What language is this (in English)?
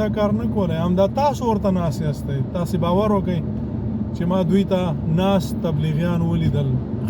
Pashto